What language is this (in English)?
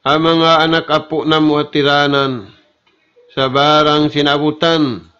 Tausug